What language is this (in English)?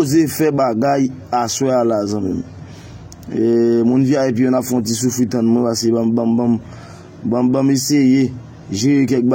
Haitian Creole